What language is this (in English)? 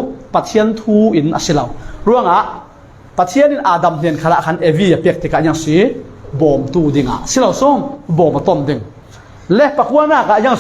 Falam Chin